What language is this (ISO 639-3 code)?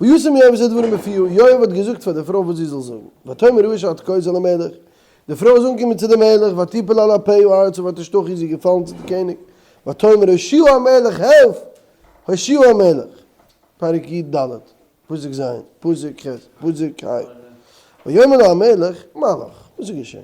yid